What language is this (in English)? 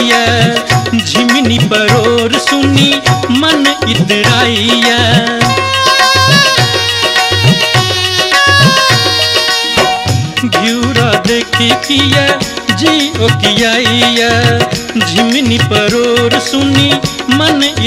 Maithili